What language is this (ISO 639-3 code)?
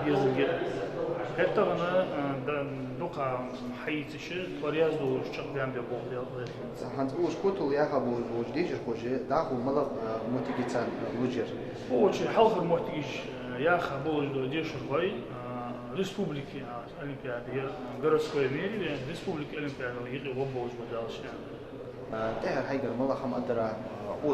inh